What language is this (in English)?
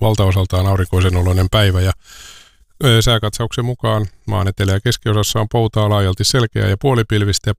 Finnish